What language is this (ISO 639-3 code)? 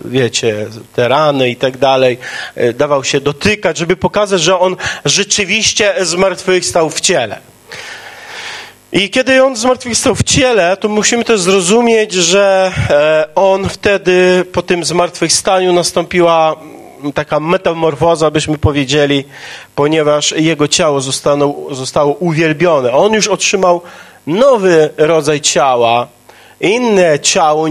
pol